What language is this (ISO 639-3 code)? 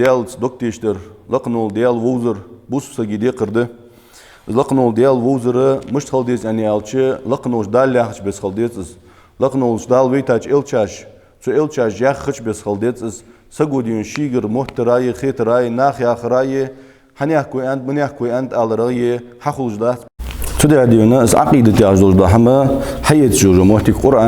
inh